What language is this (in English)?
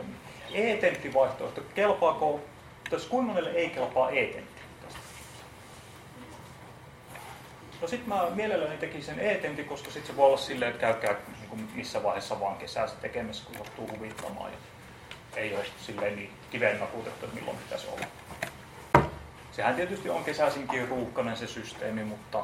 Finnish